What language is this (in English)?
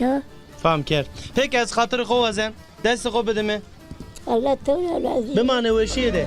Zaza